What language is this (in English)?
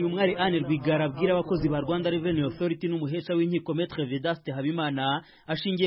Kinyarwanda